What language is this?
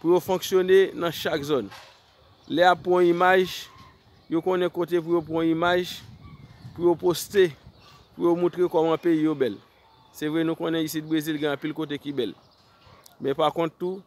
Haitian Creole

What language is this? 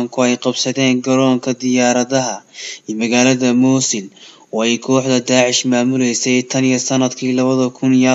Somali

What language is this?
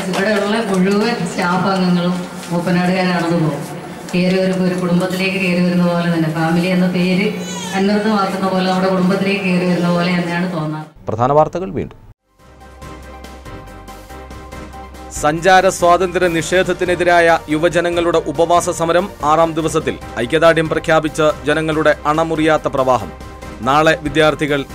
Malayalam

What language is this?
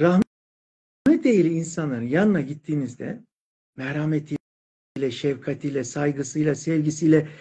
Turkish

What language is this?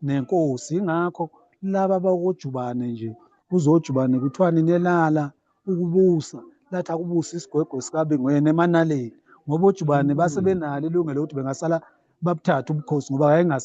Zulu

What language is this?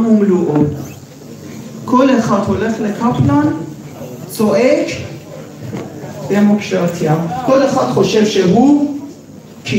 Hebrew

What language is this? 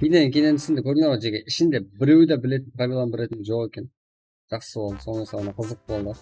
Kara-Kalpak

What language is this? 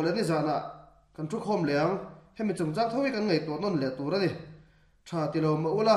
Mizo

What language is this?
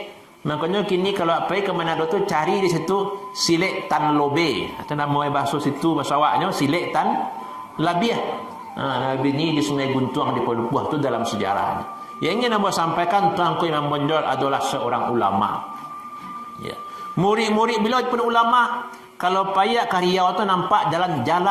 Minangkabau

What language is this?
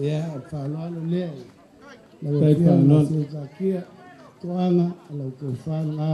Samoan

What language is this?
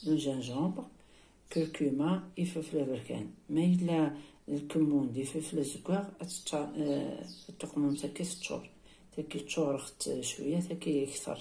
Kabyle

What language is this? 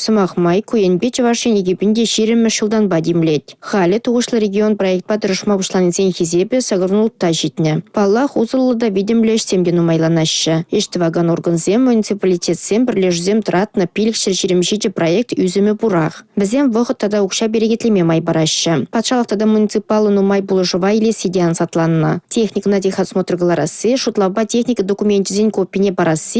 Chuvash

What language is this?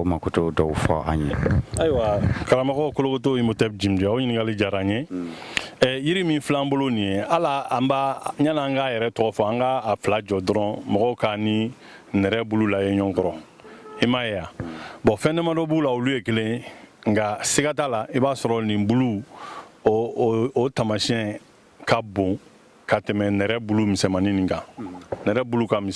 Bambara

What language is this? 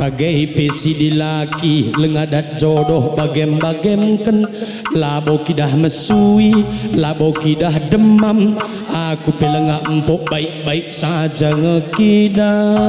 Batak Karo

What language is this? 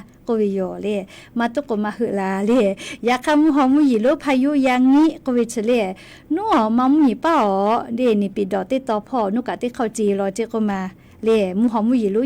Lahu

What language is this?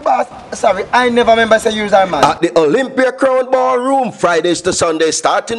Jamaican Creole English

